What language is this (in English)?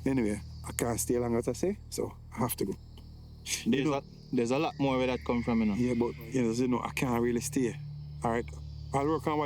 Jamaican Creole English